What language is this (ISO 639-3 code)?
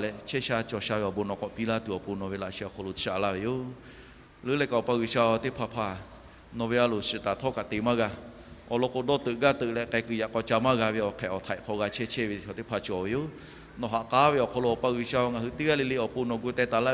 lhu